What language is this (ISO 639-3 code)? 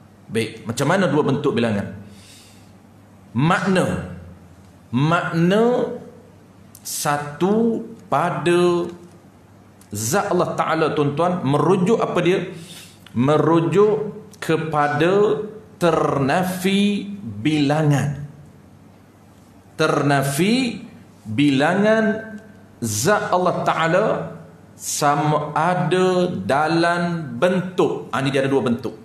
msa